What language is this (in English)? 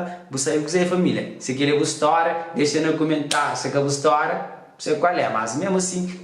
Kabuverdianu